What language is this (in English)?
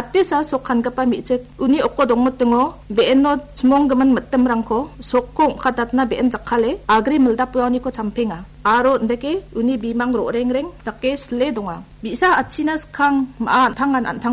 Garo